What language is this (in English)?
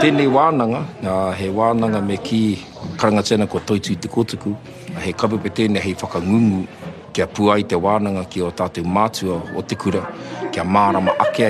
Māori